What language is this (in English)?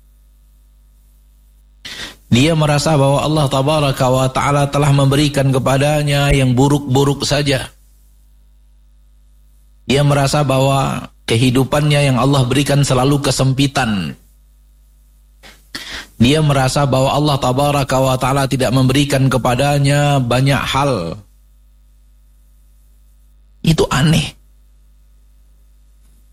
Indonesian